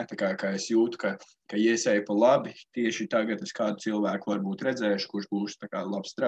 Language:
Latvian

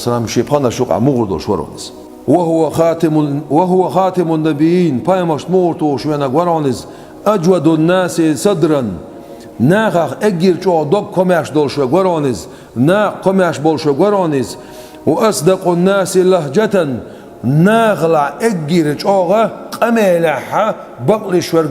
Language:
Chechen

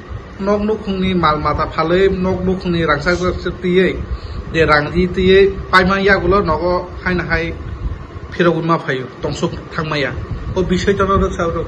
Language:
Kok Borok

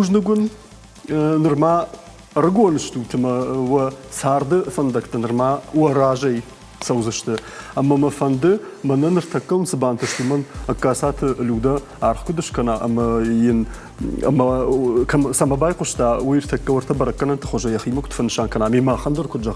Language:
Ossetic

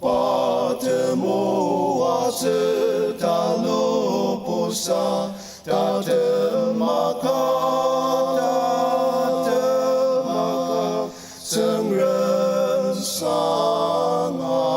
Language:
Ao Naga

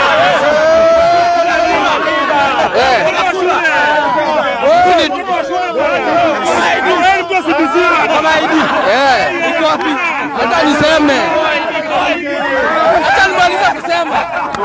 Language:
Swahili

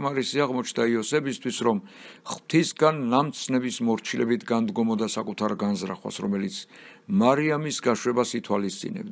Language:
Georgian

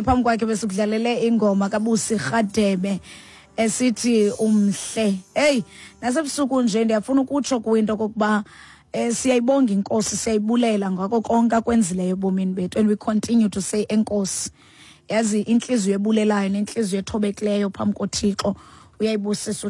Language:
Xhosa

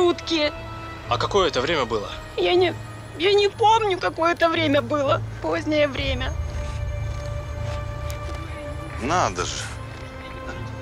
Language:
Russian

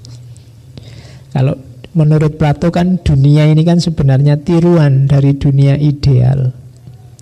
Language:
Indonesian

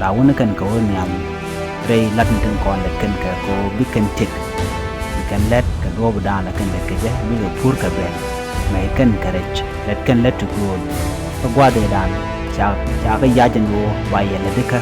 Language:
Nuer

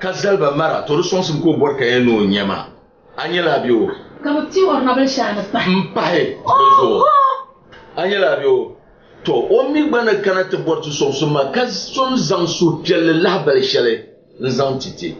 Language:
Dagbani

